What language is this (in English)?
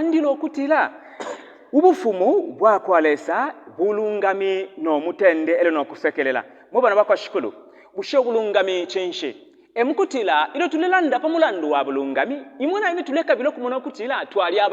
Bemba